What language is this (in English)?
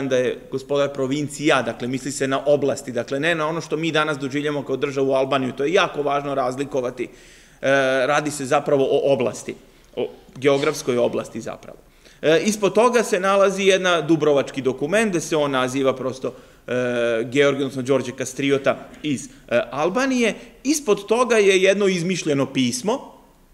Serbian